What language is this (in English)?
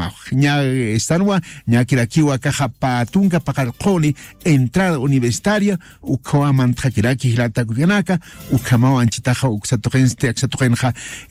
Aymara